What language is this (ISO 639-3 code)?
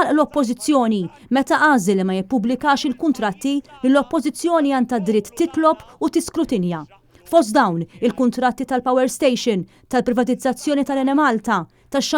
mlt